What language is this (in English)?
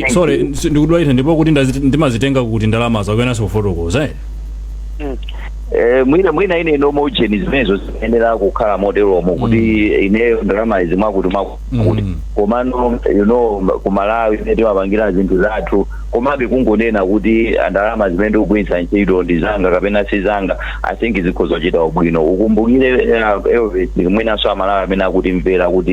Nyanja